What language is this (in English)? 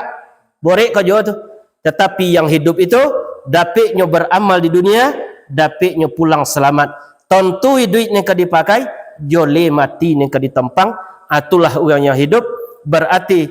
Minangkabau